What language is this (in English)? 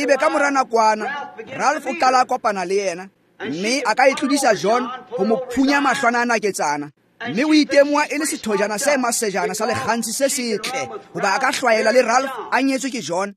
Tswana